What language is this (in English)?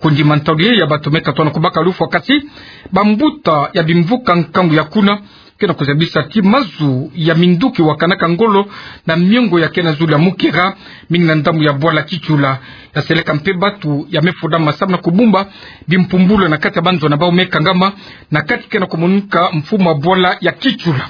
Kituba (Democratic Republic of Congo)